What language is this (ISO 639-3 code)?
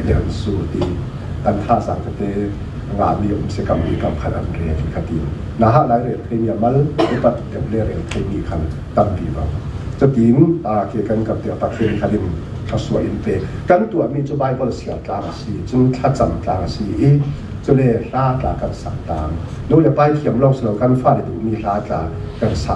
cfm